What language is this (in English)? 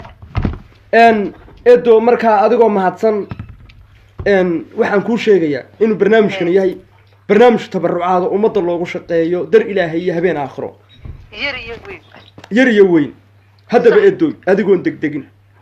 Somali